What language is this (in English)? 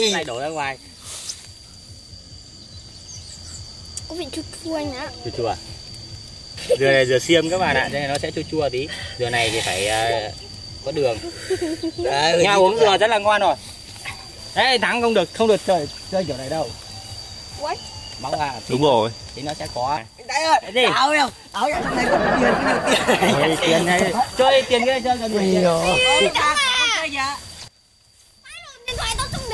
Vietnamese